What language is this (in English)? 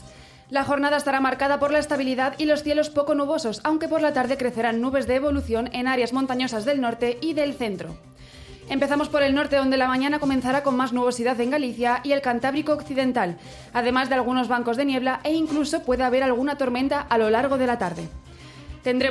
Spanish